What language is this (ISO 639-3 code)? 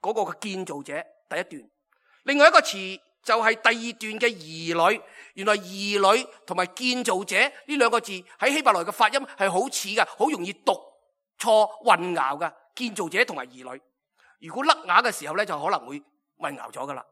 yue